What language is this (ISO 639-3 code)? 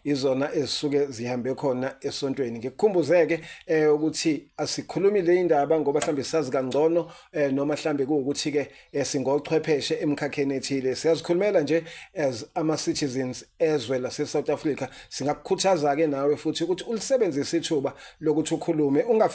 zul